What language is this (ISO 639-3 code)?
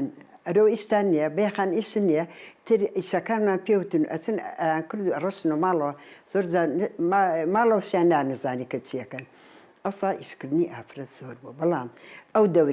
ckb